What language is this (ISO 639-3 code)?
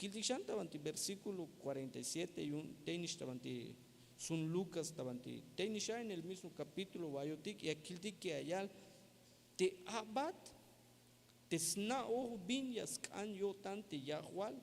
tzh